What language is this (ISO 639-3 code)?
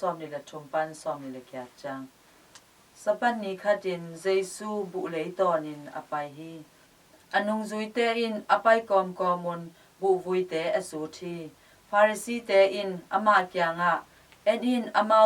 ctd